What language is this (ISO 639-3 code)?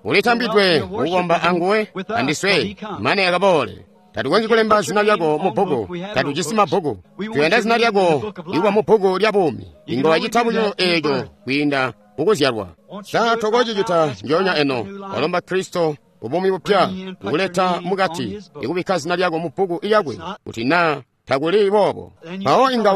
toi